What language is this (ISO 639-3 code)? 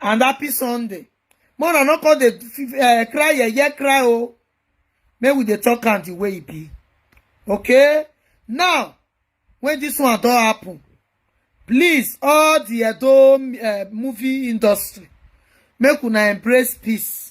pcm